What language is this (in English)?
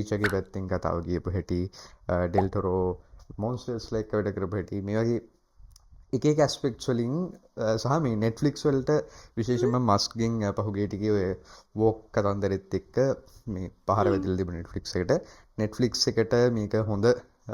Sinhala